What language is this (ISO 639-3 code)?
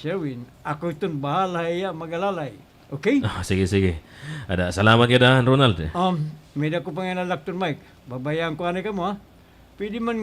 war